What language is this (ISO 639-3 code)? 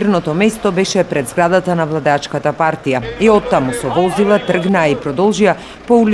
mkd